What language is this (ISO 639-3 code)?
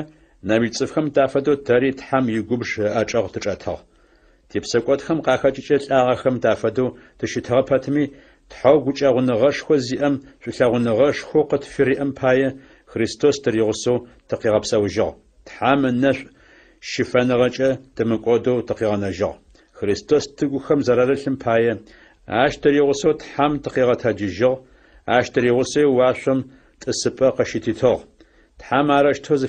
ady